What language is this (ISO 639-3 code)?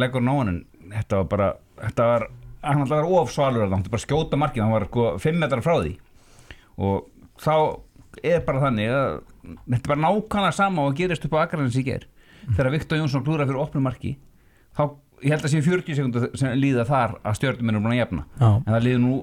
isl